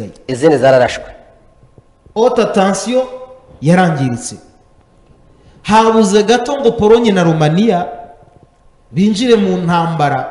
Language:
Kinyarwanda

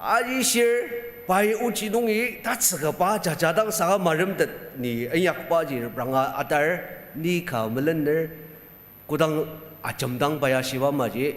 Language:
Ao Naga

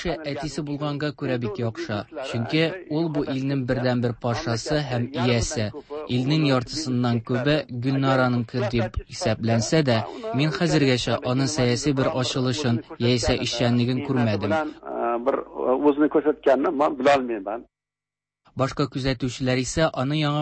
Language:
Tatar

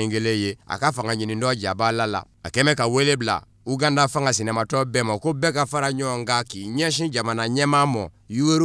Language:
Bambara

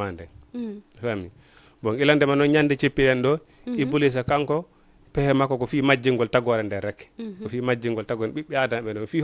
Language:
Fula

